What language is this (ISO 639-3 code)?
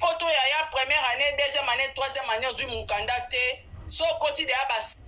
lin